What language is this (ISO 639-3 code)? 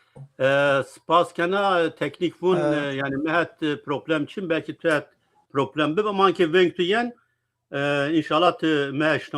zza